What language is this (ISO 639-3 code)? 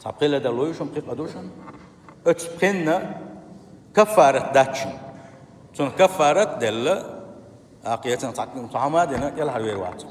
che